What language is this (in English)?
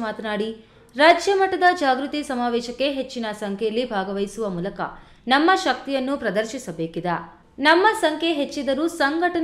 Kannada